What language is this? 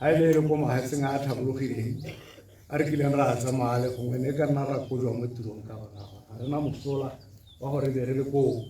Tswana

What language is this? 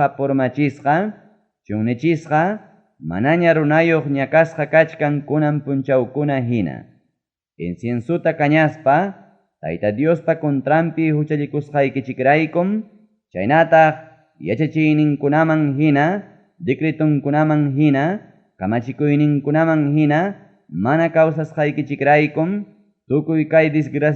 Ayacucho Quechua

